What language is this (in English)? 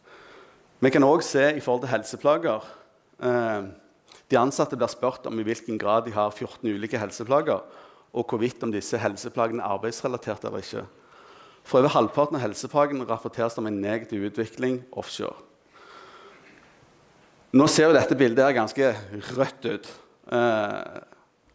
Norwegian